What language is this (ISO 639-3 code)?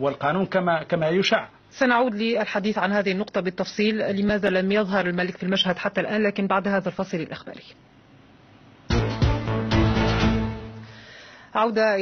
ara